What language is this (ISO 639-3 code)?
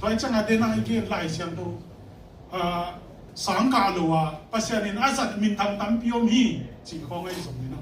ctd